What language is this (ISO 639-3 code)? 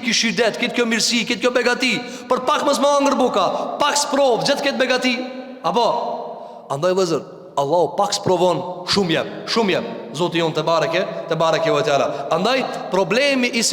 sqi